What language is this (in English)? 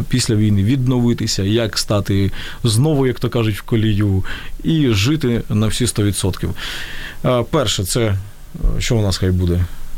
Ukrainian